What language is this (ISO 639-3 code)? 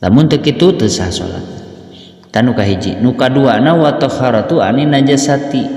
sun